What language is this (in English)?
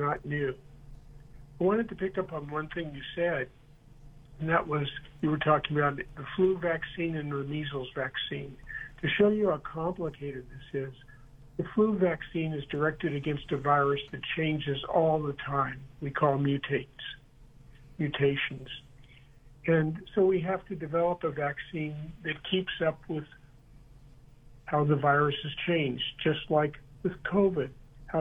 English